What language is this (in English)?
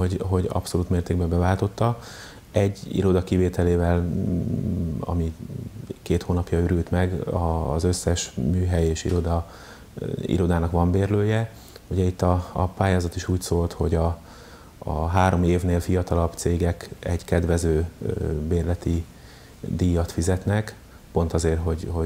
Hungarian